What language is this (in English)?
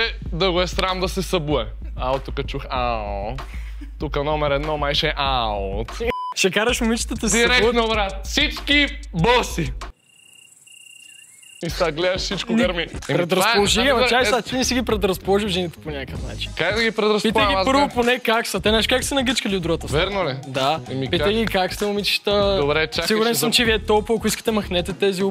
Bulgarian